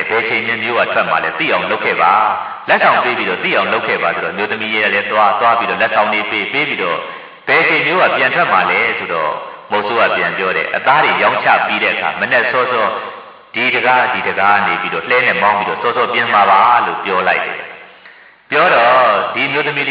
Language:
Burmese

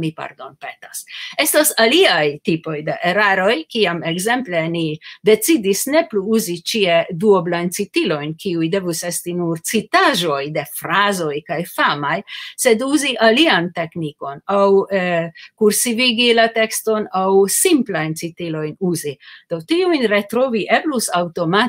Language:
Esperanto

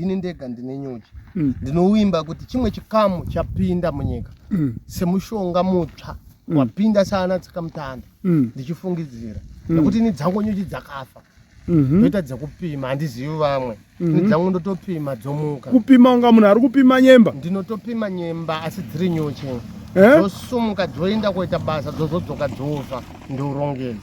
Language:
Shona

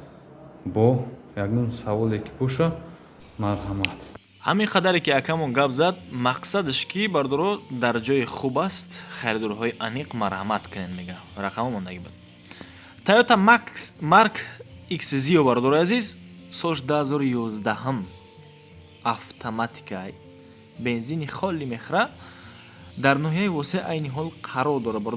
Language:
Tajik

